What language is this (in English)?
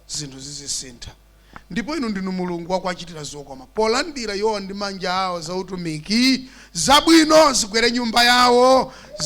Nyanja